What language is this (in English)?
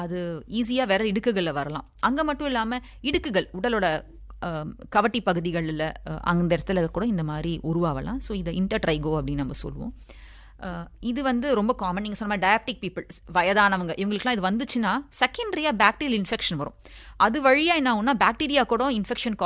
Tamil